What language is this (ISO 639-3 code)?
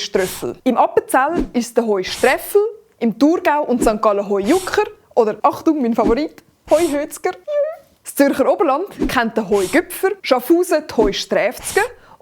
gsw